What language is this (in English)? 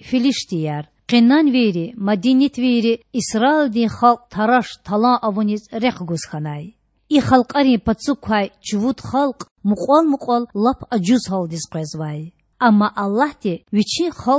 Lezghian